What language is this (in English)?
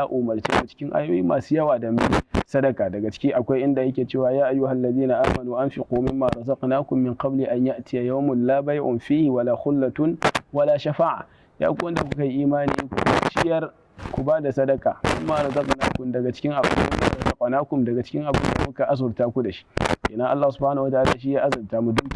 Hausa